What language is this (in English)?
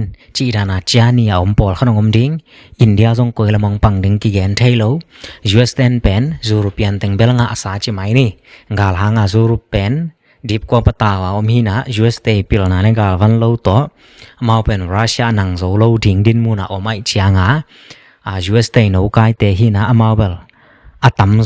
Tedim Chin